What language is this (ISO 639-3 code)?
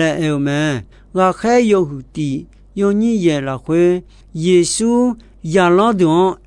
ahk